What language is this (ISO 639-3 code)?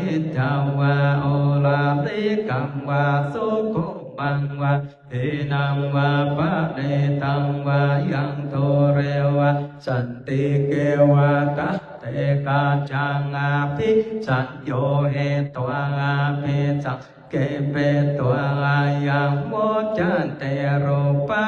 pli